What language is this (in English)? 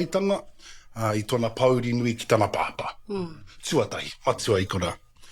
Māori